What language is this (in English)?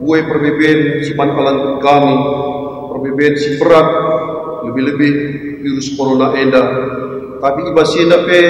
Batak Karo